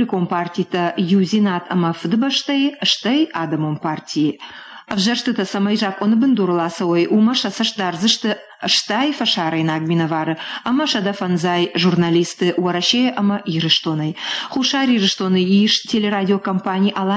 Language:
Ossetic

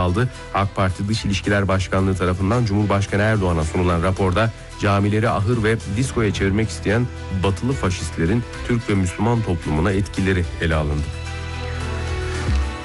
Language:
Turkish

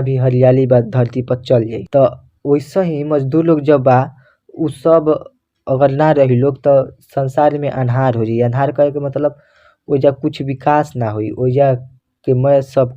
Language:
Bhojpuri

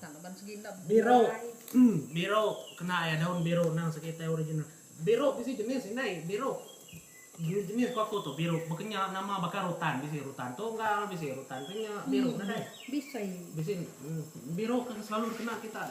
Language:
Iban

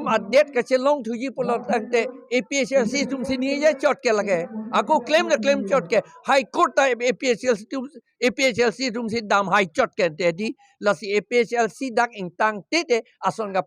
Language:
Karbi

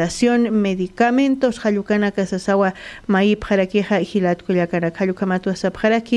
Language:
Aymara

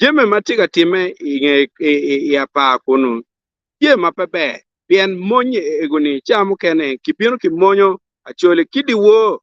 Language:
Acoli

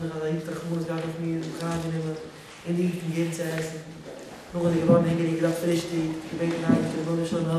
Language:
Yiddish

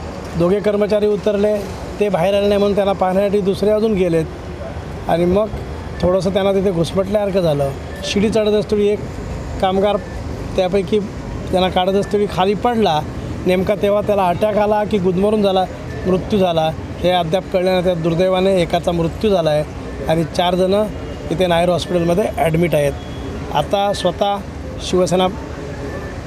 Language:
Marathi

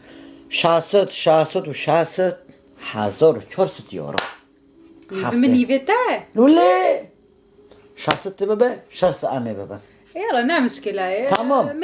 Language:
Kurdish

